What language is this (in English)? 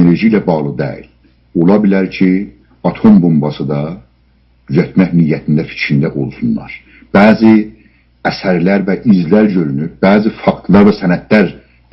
South Azerbaijani